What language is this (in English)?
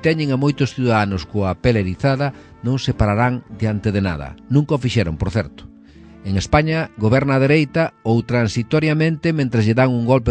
Galician